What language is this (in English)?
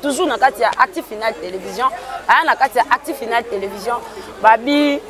Lingala